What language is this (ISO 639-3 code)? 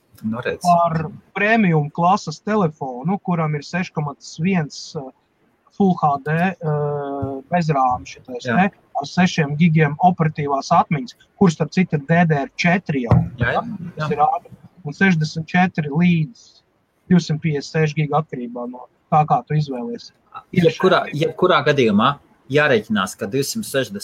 lav